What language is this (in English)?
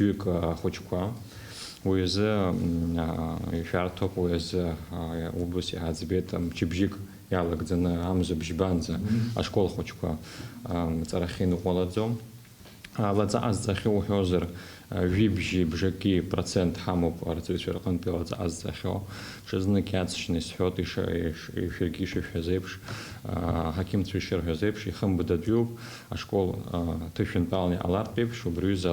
Abkhazian